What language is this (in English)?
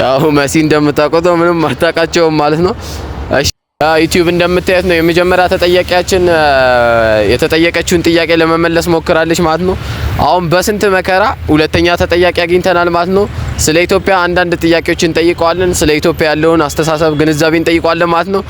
Amharic